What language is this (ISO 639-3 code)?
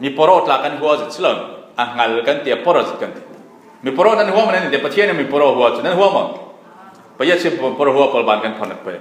cfm